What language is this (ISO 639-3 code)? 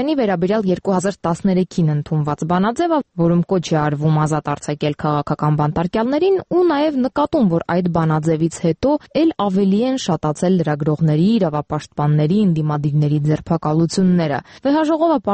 hye